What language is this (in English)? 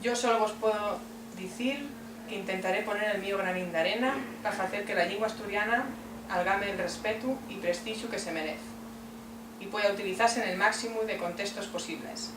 Asturian